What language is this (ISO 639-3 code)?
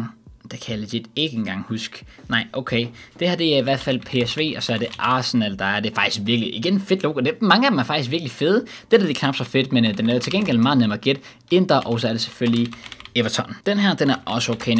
dan